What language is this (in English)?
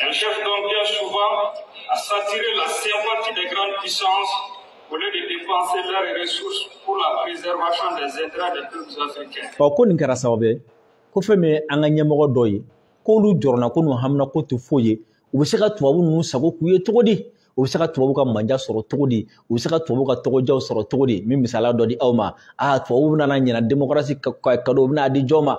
Bambara